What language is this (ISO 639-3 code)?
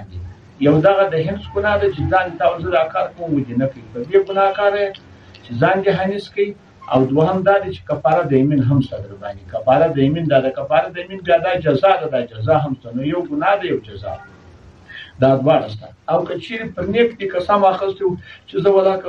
pus